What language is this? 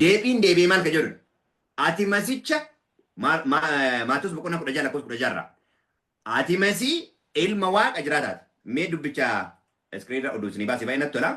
Oromo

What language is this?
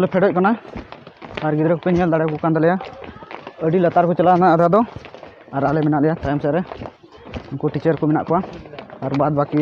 Santali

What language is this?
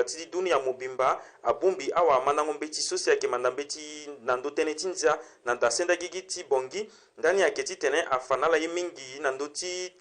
Sango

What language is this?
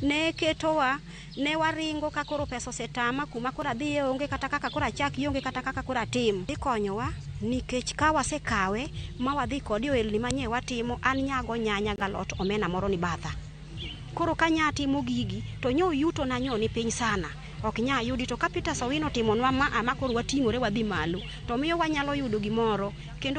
Luo (Kenya and Tanzania)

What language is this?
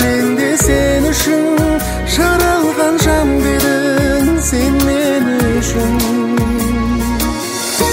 Kazakh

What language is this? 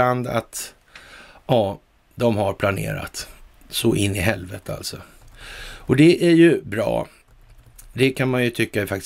Swedish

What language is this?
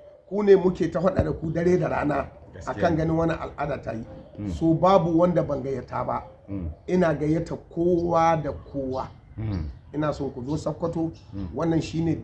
Hausa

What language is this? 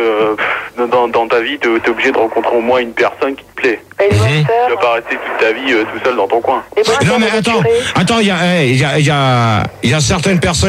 French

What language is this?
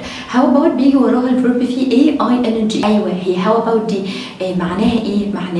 Egyptian Arabic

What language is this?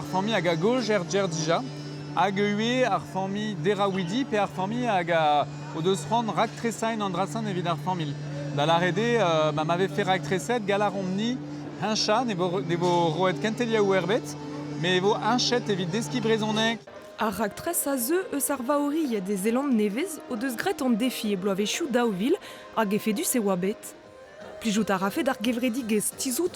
Breton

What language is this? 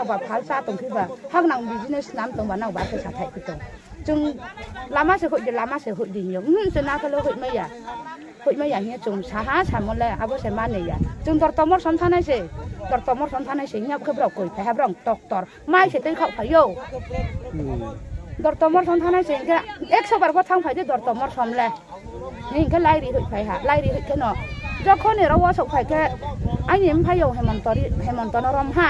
Riang (India)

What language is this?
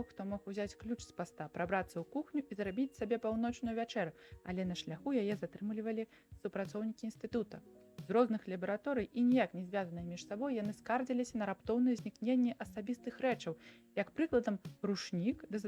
Belarusian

